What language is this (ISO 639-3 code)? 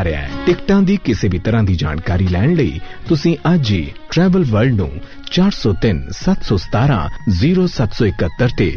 pan